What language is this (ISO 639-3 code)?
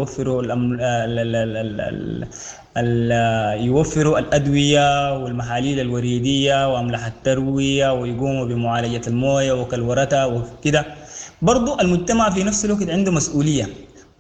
apd